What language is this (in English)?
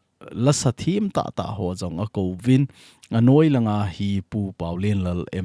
Thado Chin